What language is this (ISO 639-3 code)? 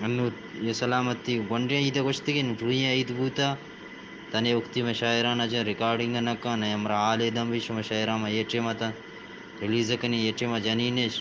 bgp